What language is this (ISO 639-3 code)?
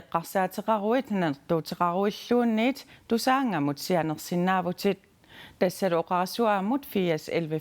kal